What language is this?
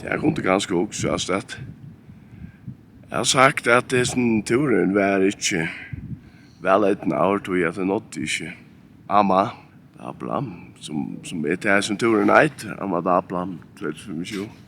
Faroese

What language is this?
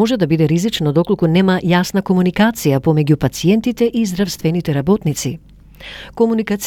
Macedonian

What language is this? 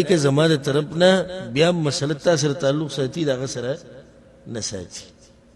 Pashto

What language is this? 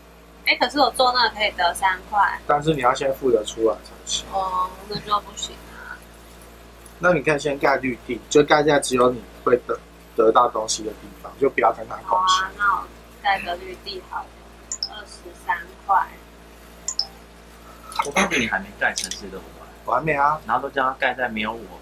Chinese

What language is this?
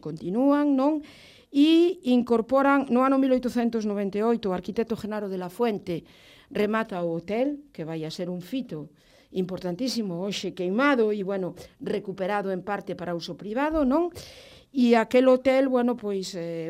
Galician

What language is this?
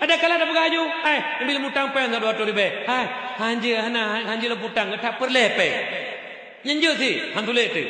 Achinese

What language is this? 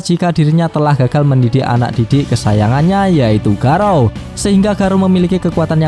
Indonesian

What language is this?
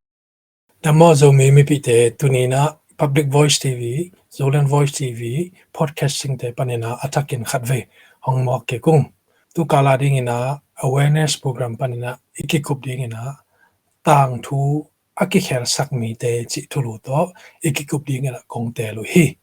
Tedim Chin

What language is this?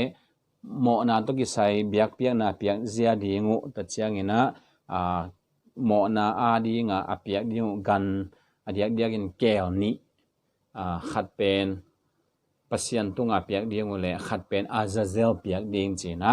Tedim Chin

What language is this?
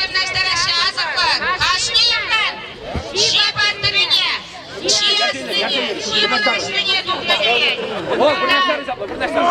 Chuvash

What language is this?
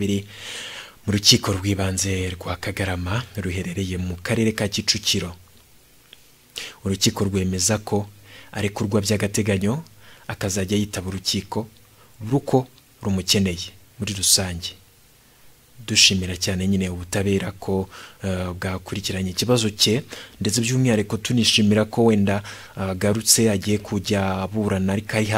Kinyarwanda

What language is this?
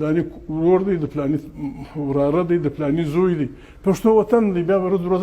Pashto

